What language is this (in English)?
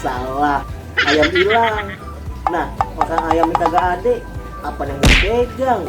Betawi